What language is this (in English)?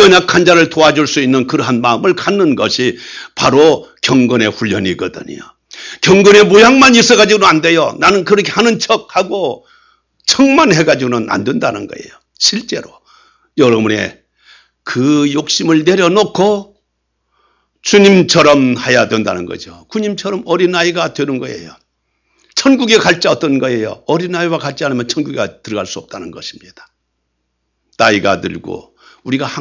Korean